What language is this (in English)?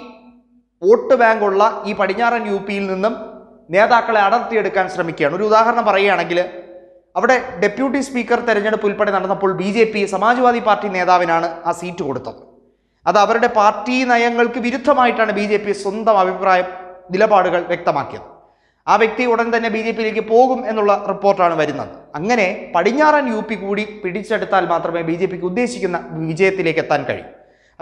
Malayalam